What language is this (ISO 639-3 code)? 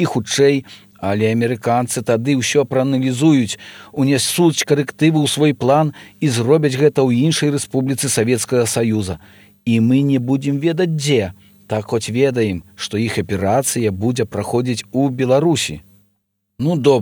bel